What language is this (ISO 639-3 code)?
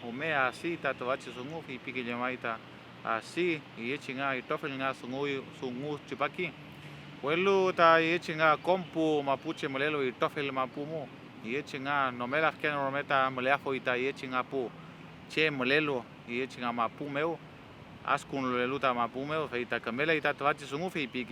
arn